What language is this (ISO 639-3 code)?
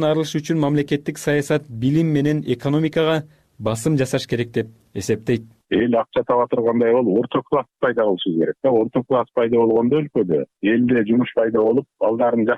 kir